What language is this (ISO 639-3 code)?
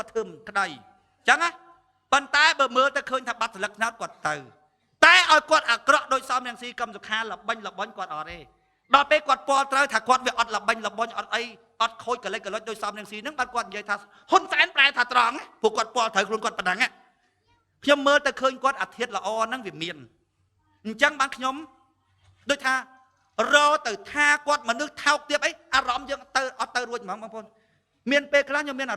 khm